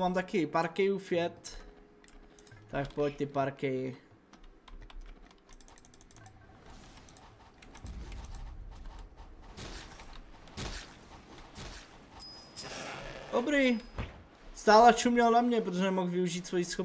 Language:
Czech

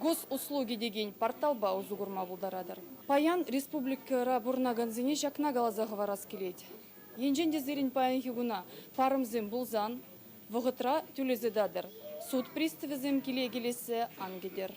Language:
Chuvash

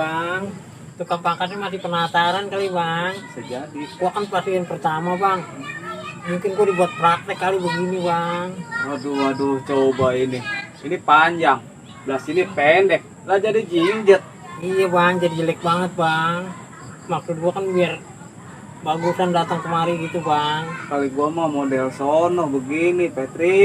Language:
Betawi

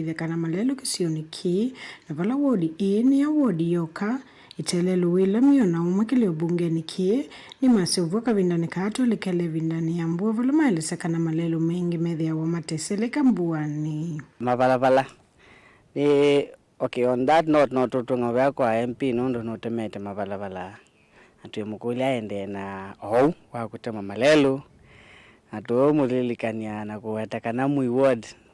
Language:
Kamba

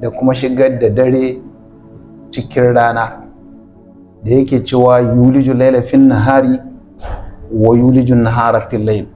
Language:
Hausa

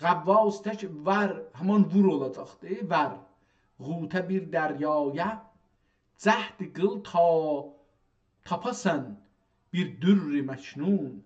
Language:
South Azerbaijani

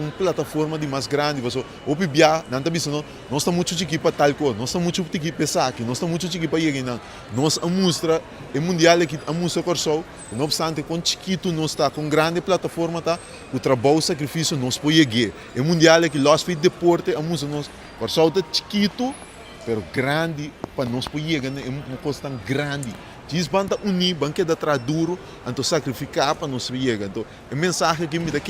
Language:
Papiamento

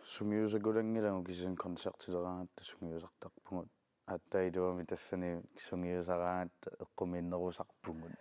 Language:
Kalaallisut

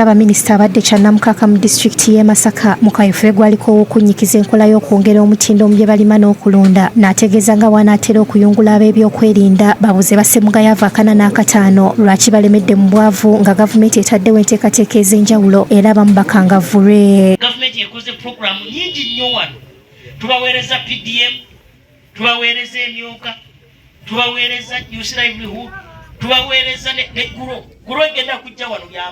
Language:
Ganda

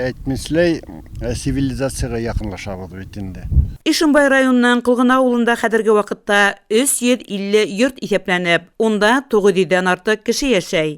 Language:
Bashkir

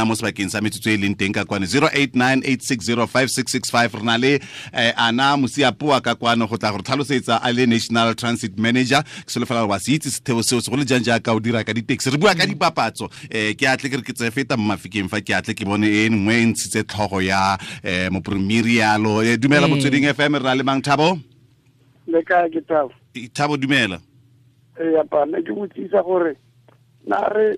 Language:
Tswana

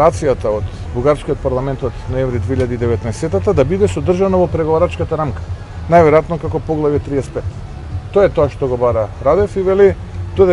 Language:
Macedonian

